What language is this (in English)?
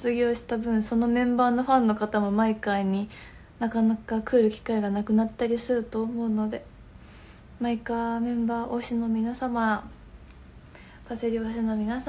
Japanese